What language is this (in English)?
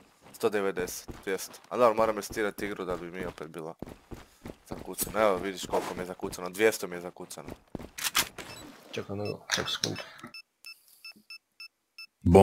Croatian